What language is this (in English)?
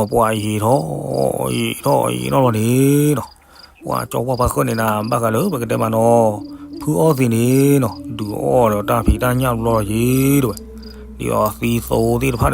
S'gaw Karen